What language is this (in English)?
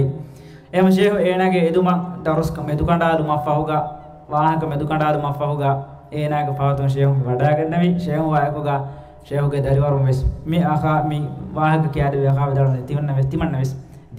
Divehi